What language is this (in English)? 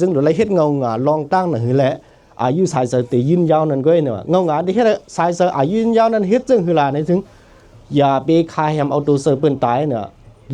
Shan